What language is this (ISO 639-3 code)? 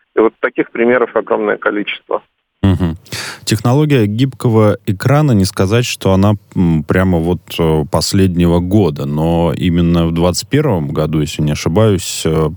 rus